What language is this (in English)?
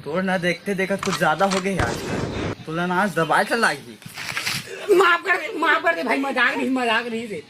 Chhattisgarhi